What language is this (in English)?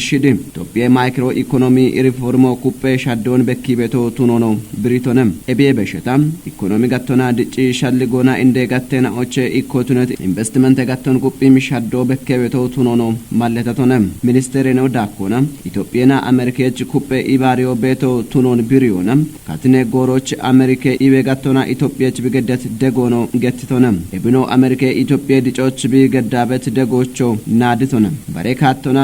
Kafa